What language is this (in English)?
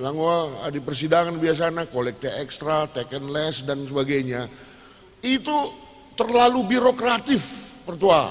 Batak Karo